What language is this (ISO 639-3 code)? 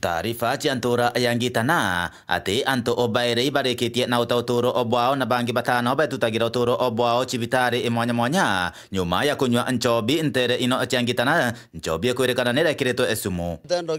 mer